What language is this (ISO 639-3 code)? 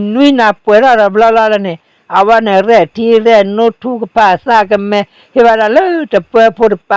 ksw